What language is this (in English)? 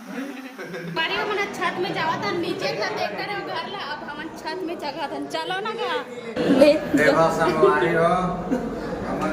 Chhattisgarhi